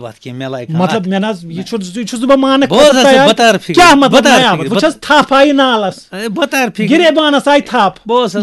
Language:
Kashmiri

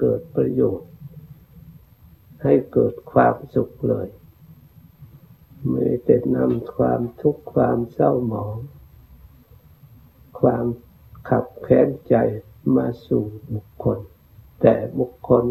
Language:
Thai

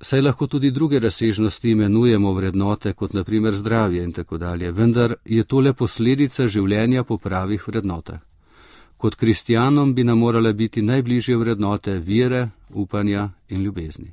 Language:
Slovenian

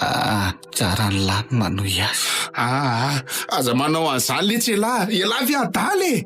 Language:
Malagasy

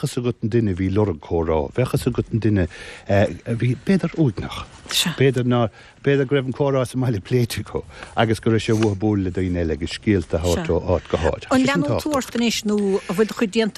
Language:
Irish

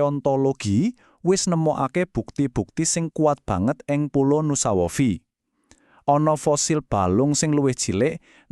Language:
Javanese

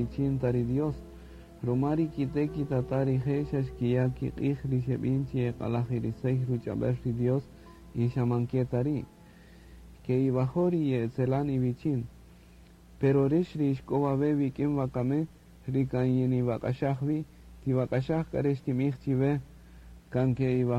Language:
Kaqchikel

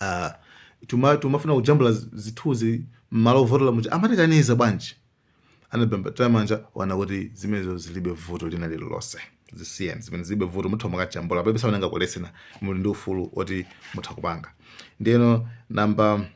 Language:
Nyanja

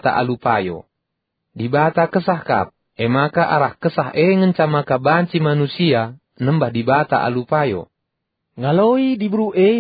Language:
Batak Karo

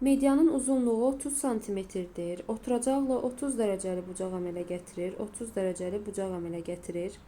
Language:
Azerbaijani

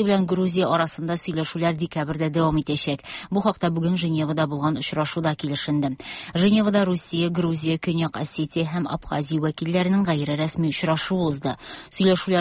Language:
Tatar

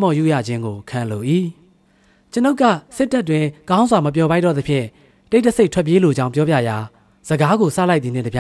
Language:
Burmese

